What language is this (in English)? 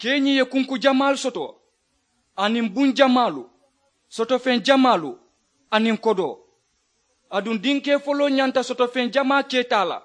Mandingo